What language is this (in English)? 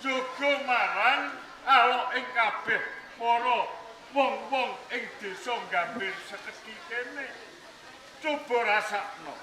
Javanese